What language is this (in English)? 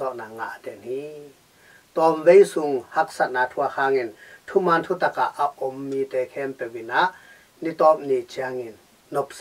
Tedim Chin